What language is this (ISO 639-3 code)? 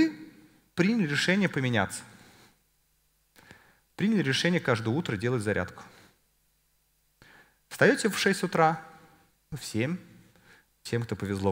rus